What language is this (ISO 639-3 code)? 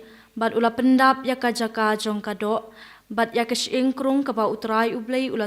kha